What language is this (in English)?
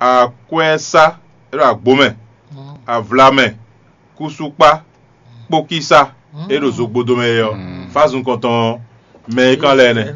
Fon